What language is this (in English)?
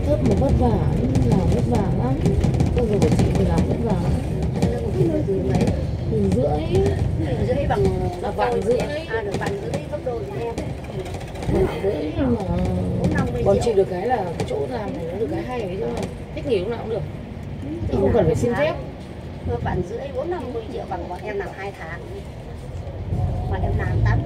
Vietnamese